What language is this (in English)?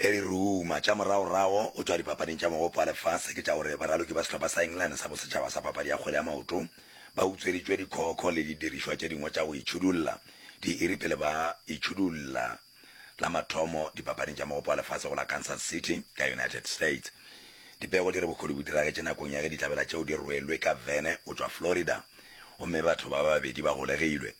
Northern Sotho